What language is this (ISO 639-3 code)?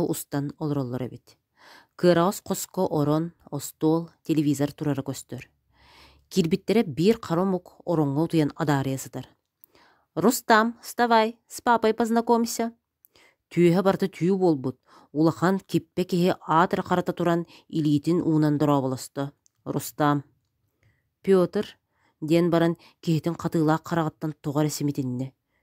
sah